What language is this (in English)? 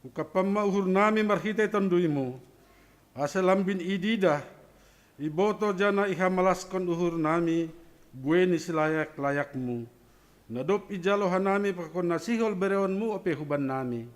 Batak Simalungun